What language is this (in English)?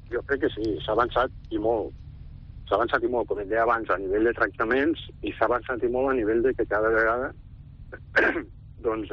Catalan